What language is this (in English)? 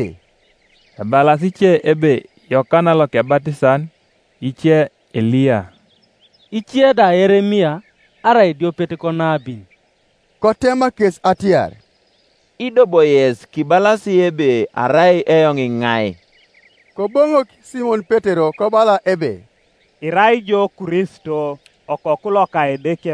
Teso